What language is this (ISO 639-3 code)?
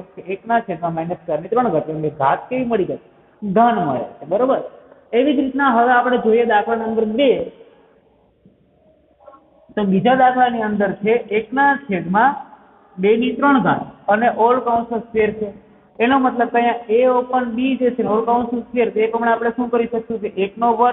guj